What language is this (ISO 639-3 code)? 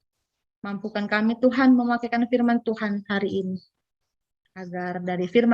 btx